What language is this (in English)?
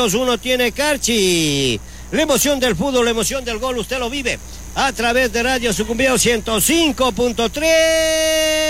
Spanish